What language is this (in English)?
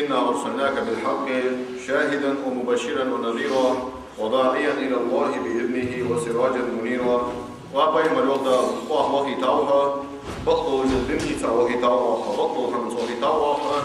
Ingush